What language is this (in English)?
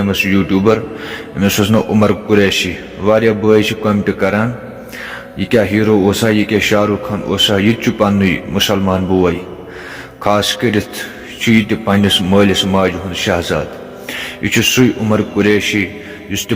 Kashmiri